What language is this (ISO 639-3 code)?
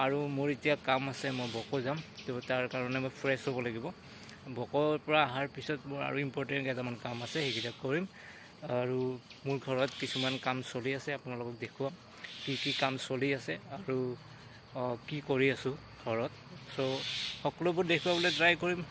asm